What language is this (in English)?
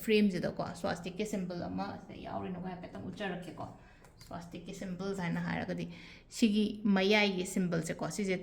Manipuri